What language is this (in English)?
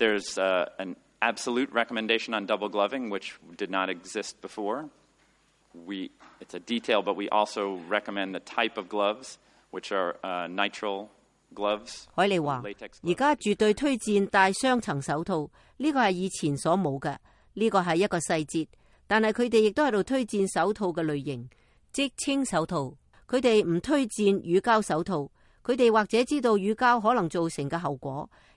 Cantonese